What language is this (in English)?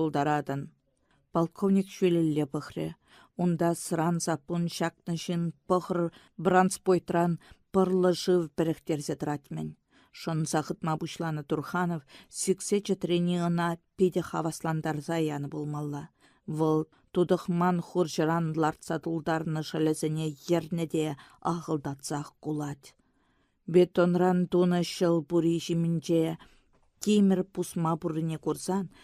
Chuvash